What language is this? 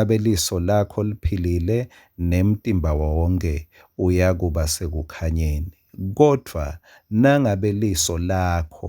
Swati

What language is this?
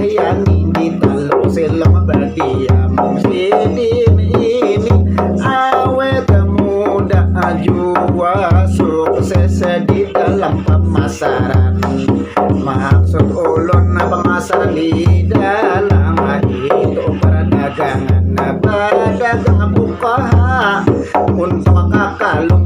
Banjar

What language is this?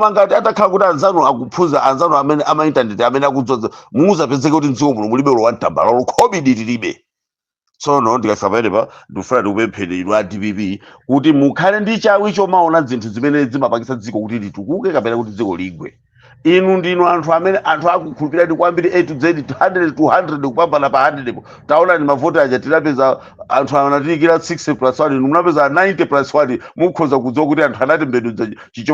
Nyanja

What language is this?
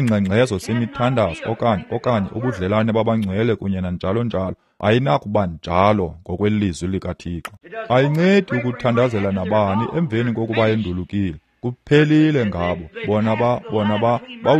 Xhosa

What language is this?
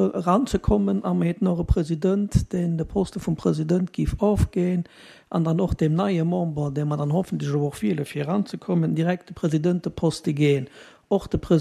Luxembourgish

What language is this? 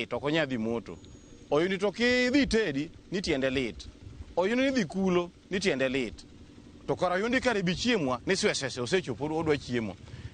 Luo (Kenya and Tanzania)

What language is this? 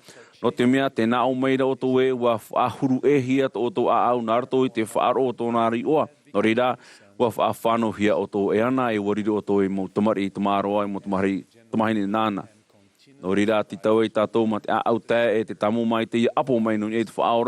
Tahitian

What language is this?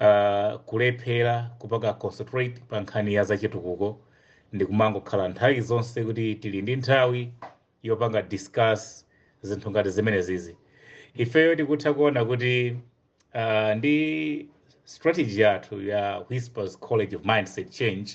Nyanja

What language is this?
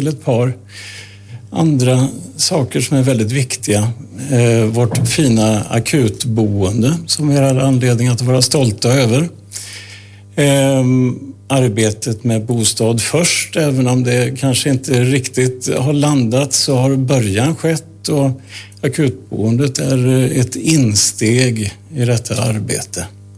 Swedish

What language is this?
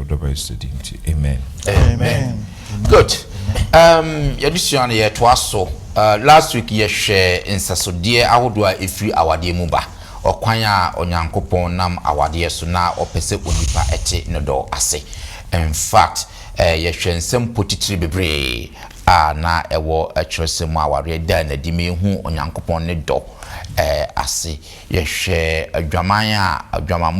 Akan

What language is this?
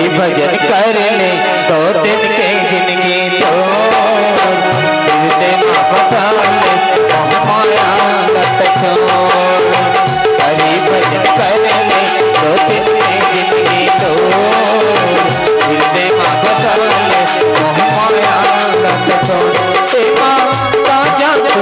Chhattisgarhi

